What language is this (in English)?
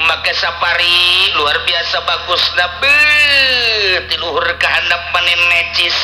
Sundanese